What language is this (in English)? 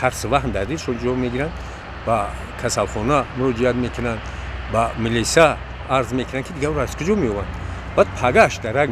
Tajik